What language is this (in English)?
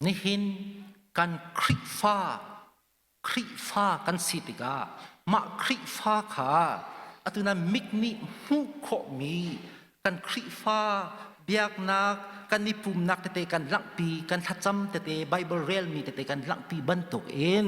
Hakha Chin